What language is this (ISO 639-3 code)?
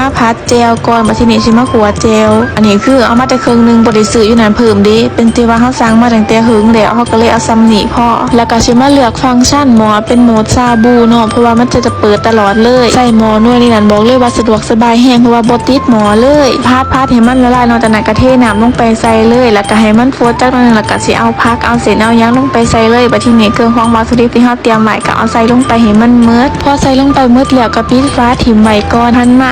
lao